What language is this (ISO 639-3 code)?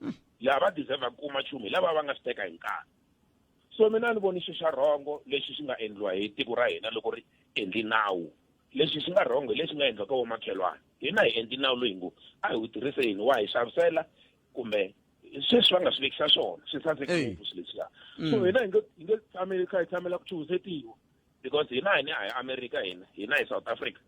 tso